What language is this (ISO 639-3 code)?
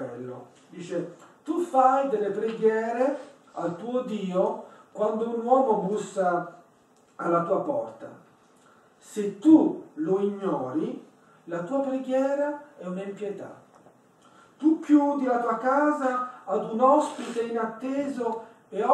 ita